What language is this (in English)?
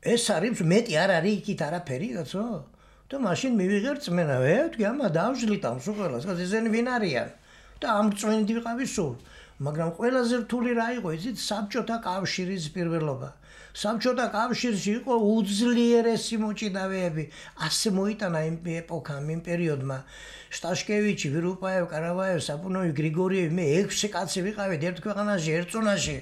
Georgian